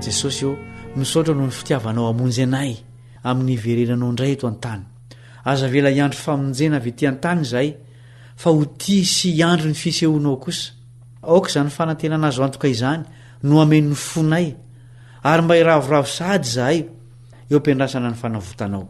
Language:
Malagasy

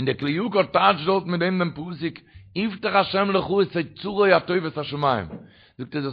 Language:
Yiddish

